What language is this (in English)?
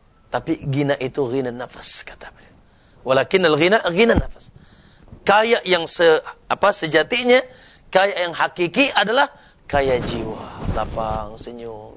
Indonesian